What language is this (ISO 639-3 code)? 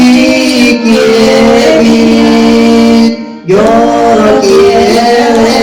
sah